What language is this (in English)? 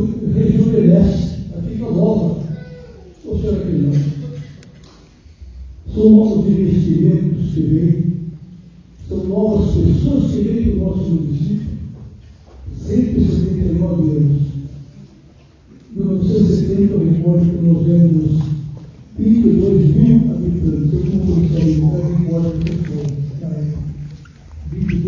Portuguese